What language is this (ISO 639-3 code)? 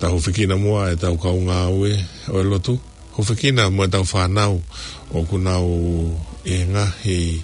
ton